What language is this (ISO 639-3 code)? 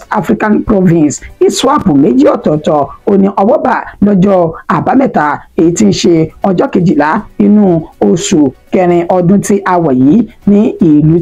yor